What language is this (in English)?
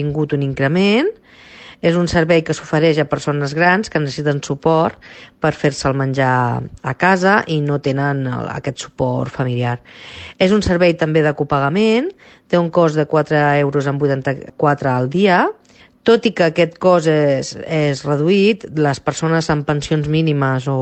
Catalan